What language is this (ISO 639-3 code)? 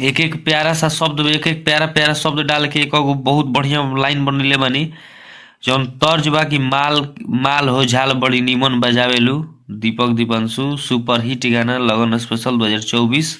bho